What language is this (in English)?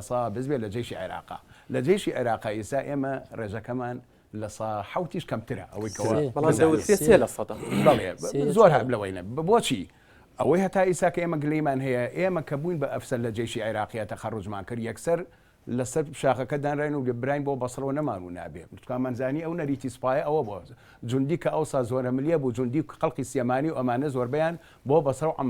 Central Kurdish